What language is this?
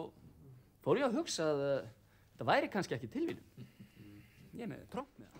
Icelandic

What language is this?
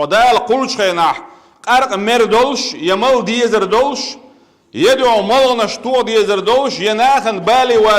Chechen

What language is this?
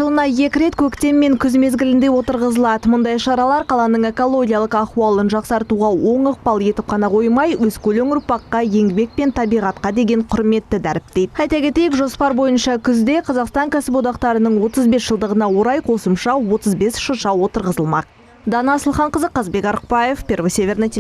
Kazakh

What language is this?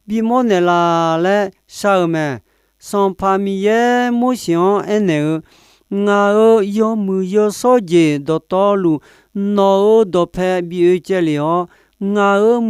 Akha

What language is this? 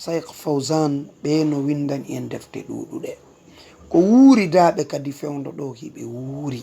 Fula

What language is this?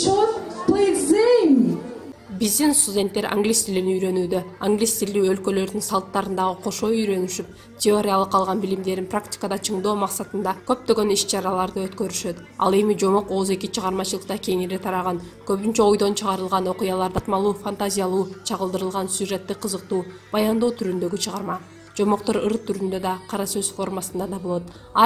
Kyrgyz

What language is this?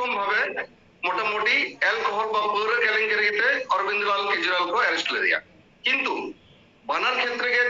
Santali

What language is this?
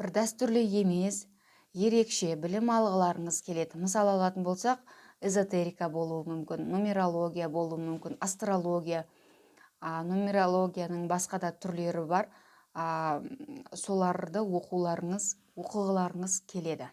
Kazakh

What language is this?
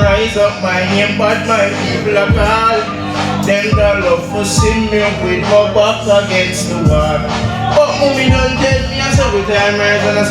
Jamaican Creole English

